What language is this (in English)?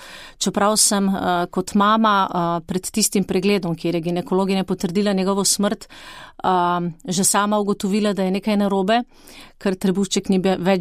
Slovenian